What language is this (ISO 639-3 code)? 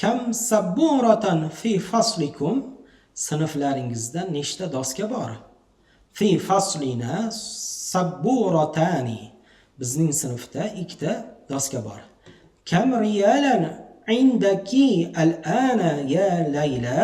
uzb